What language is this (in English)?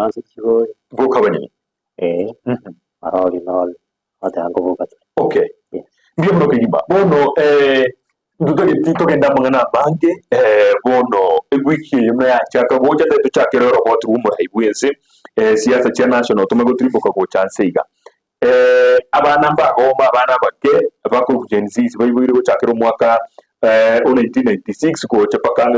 Gusii